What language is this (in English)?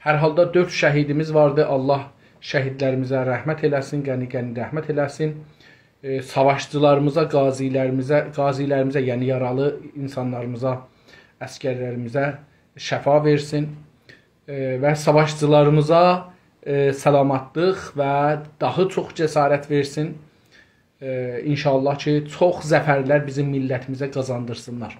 South Azerbaijani